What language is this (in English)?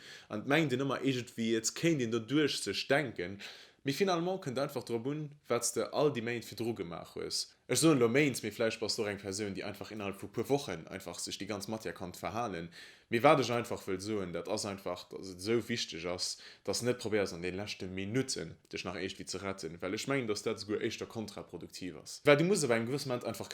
Luxembourgish